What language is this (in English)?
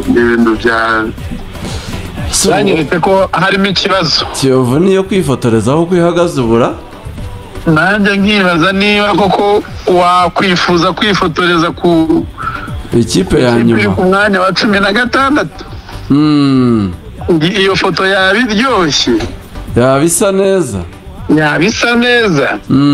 Kinyarwanda